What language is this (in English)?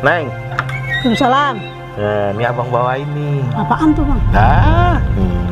Betawi